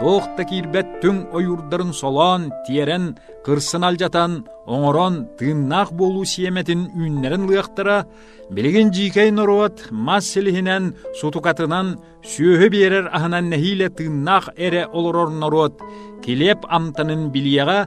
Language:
Yakut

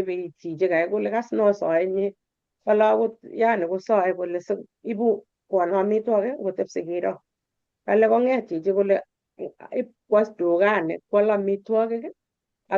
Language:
Kalenjin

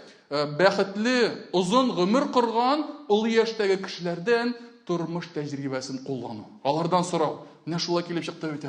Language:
Tatar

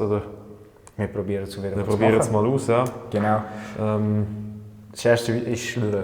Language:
Swiss German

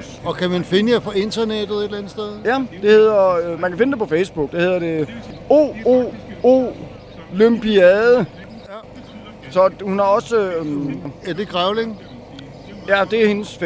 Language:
Danish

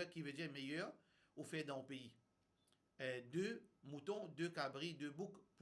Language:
Morisyen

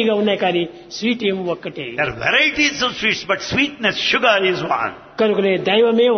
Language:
Telugu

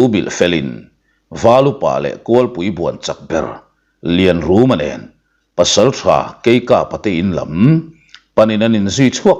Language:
Mizo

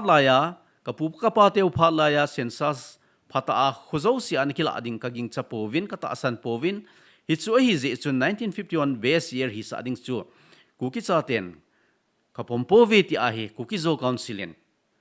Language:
Thado Chin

